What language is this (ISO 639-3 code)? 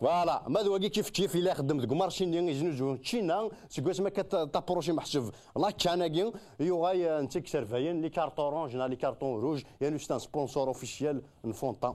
kab